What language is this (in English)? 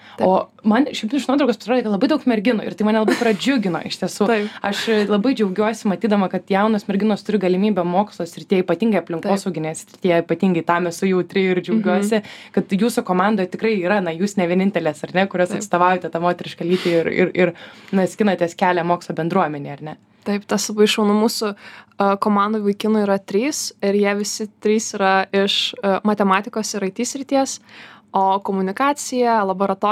Lithuanian